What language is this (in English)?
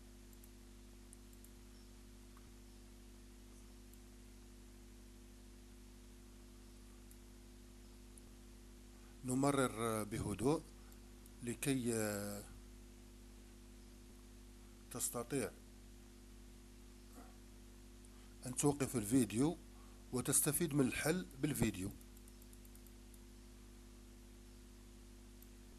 Arabic